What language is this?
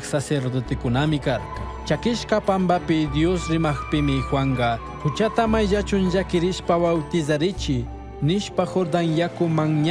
Chimborazo Highland Quichua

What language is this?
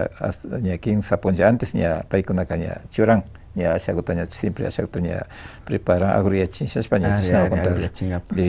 Imbabura Highland Quichua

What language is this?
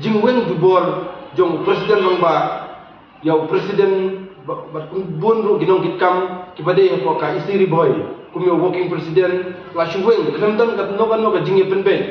Khasi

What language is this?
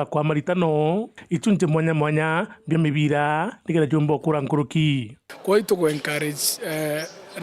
Meru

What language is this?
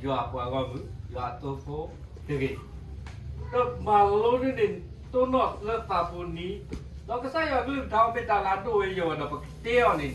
S'gaw Karen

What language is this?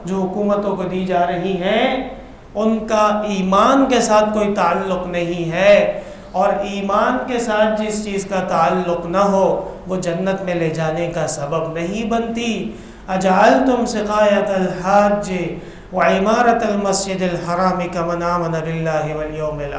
Urdu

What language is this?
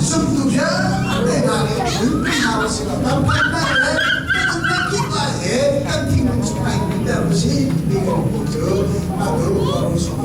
Hakha Chin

